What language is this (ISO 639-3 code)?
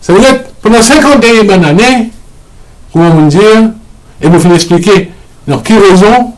mfe